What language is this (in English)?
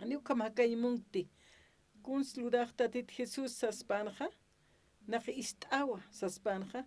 Aymara